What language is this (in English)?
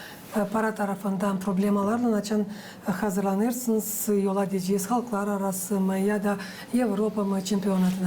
Gagauz